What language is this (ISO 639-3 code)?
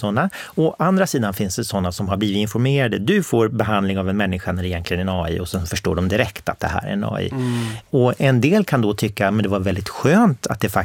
swe